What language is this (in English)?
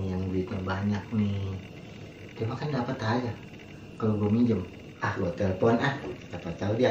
Betawi